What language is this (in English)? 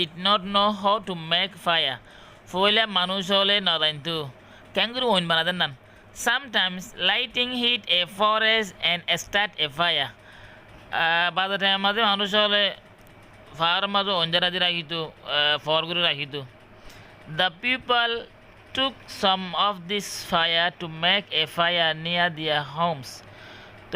Rohingya